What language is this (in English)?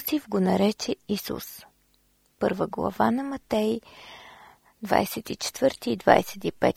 Bulgarian